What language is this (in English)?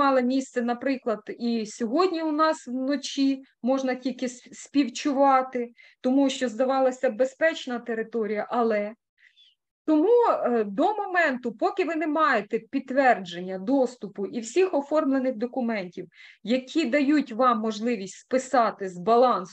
Ukrainian